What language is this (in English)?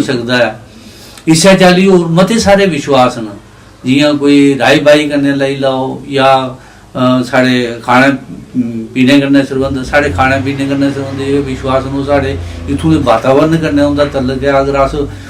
Dogri